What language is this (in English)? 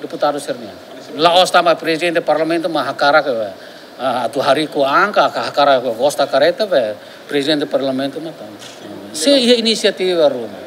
Tetum